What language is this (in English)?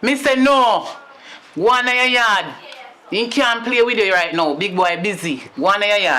Jamaican Creole English